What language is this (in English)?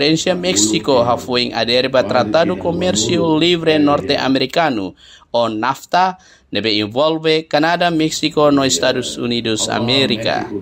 Tetum